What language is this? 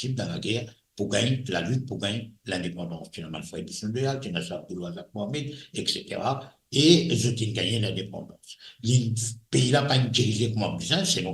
Morisyen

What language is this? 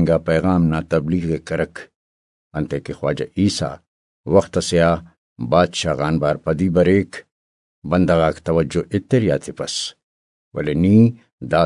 Brahui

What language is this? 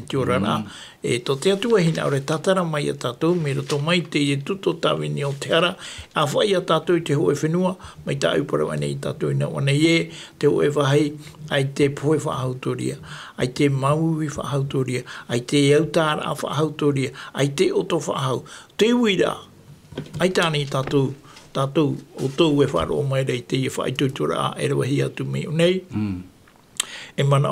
Tahitian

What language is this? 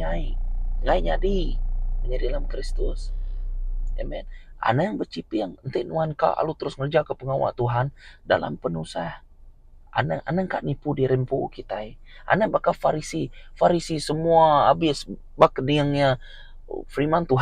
Iban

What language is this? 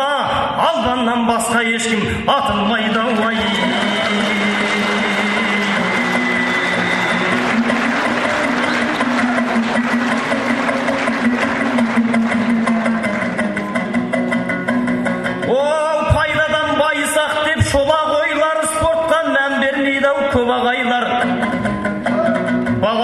Kazakh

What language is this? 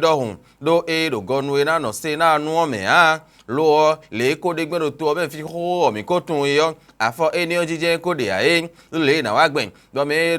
Fon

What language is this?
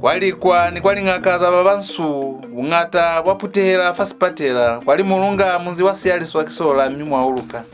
Lozi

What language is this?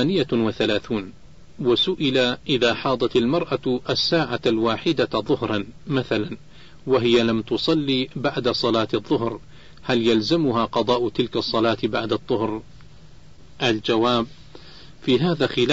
Arabic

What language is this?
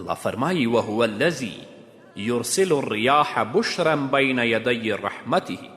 Pashto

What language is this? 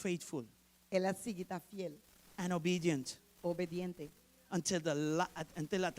Papiamento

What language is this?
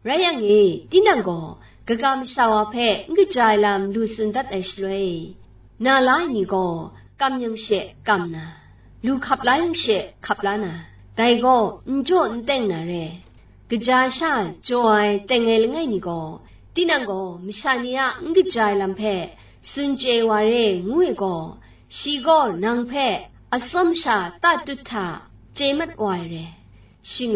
Kachin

